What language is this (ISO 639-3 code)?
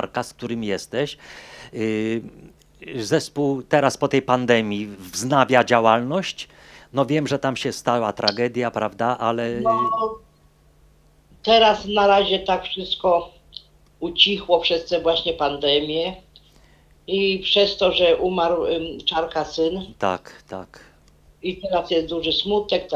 pol